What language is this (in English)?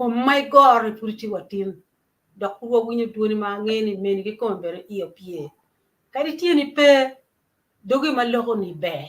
Acoli